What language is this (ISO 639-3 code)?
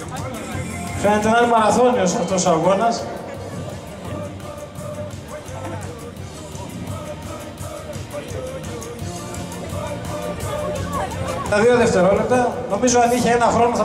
ell